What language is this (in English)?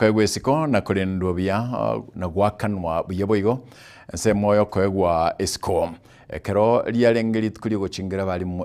Gusii